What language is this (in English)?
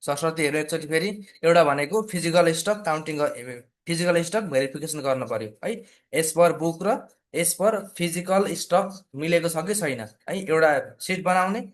Nepali